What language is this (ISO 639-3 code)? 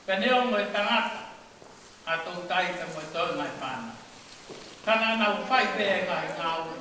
ton